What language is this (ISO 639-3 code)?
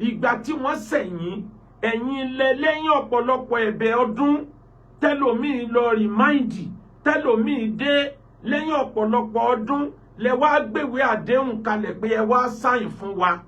yor